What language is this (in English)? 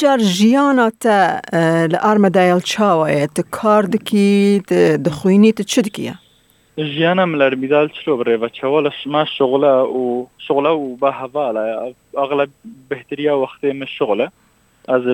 Kurdish